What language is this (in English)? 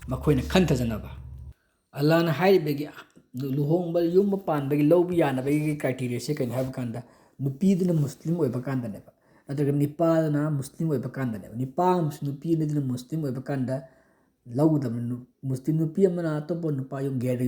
Manipuri